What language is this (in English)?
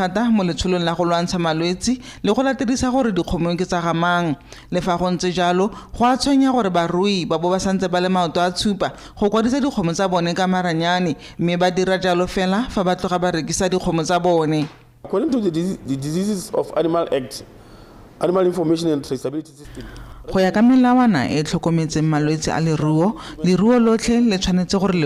Tswana